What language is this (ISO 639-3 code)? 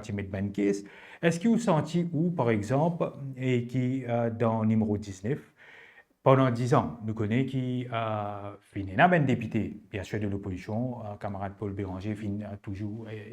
mfe